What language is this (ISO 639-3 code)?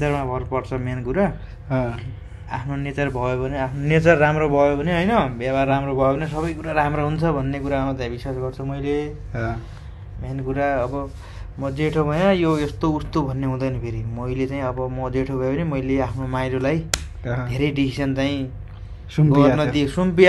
nep